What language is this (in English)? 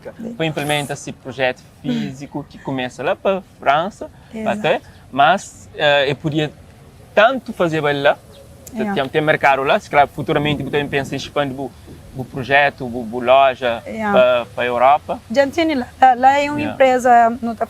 Kabuverdianu